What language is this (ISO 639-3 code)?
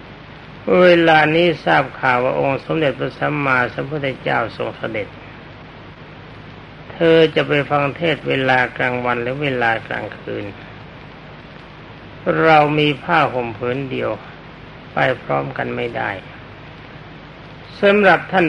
tha